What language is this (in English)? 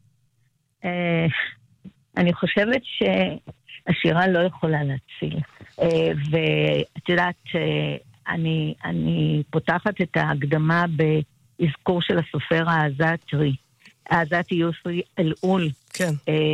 Hebrew